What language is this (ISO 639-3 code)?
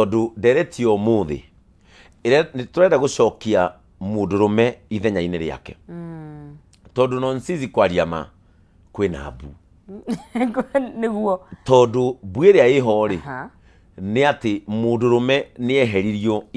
kik